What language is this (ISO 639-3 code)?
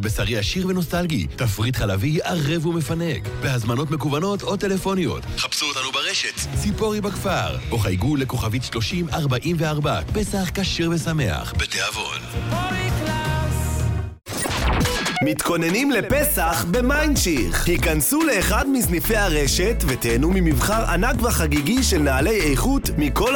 heb